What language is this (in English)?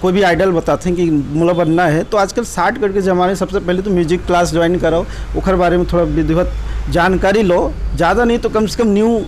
Chhattisgarhi